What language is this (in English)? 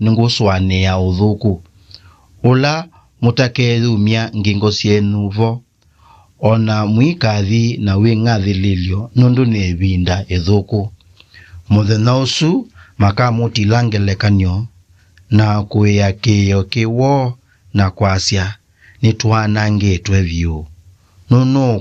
Kamba